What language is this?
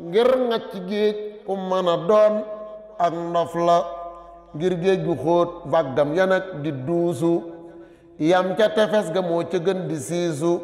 Wolof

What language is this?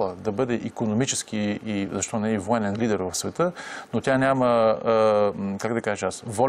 Bulgarian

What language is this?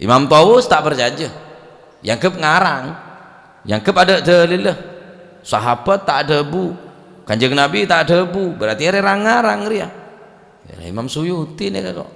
Madurese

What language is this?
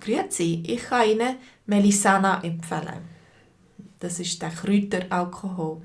Swiss German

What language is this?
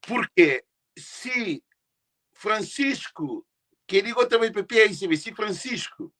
Kabuverdianu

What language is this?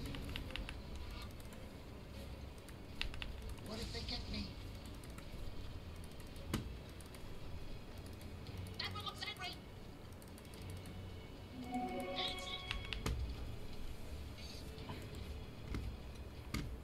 Filipino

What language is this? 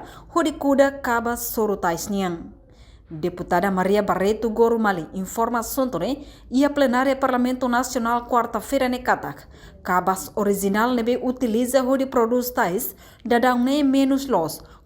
Tetum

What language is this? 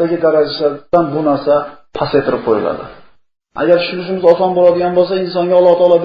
Uzbek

